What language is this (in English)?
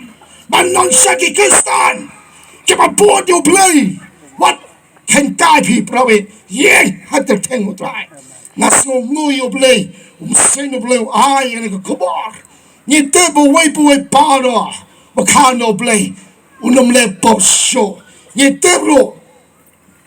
Khasi